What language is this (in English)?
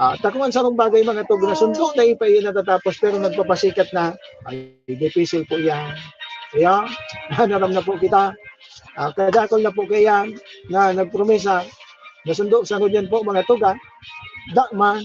Bikol